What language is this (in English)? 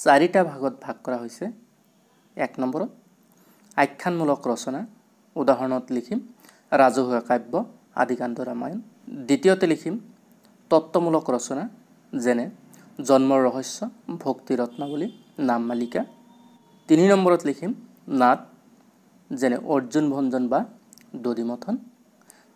Assamese